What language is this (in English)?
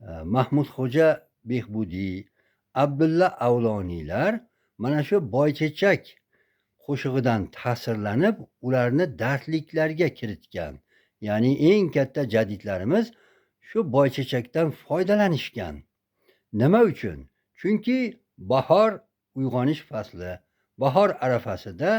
Uzbek